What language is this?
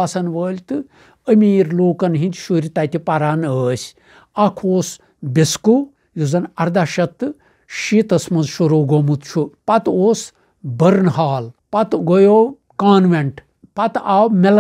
Kashmiri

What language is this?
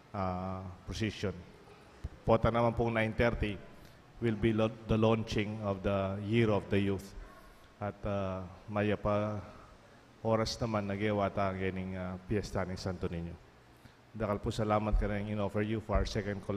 Pampanga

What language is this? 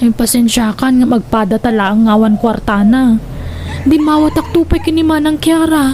Iloko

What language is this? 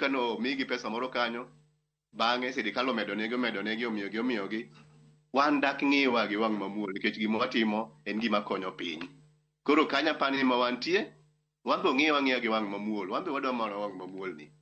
Luo (Kenya and Tanzania)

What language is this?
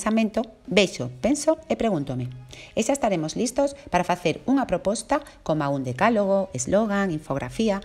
Galician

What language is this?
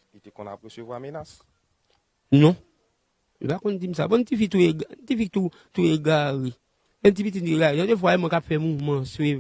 Haitian Creole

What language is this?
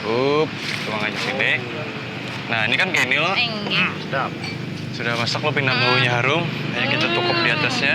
Banjar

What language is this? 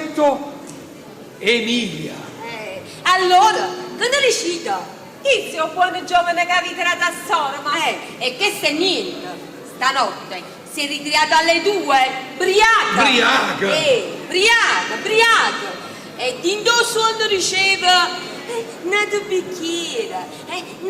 Neapolitan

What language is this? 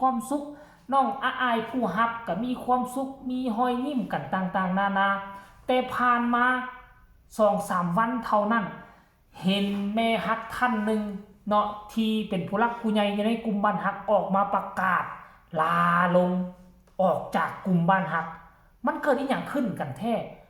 Lao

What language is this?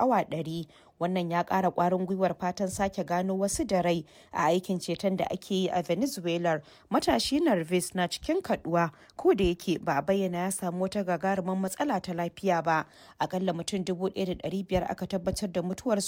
Hausa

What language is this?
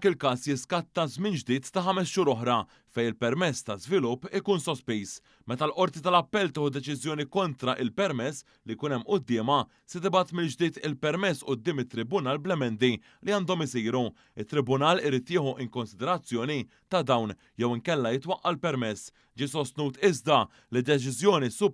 Maltese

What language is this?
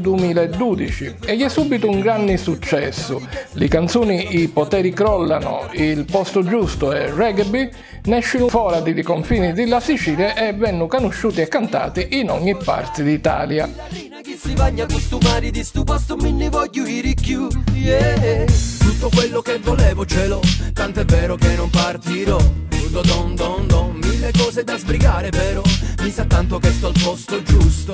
Sicilian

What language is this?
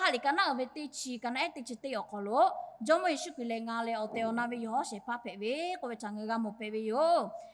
Lahu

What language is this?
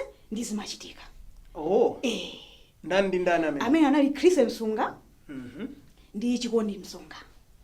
Nyanja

